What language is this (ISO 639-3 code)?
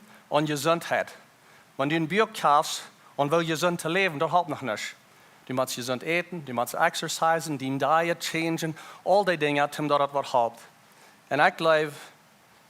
pdt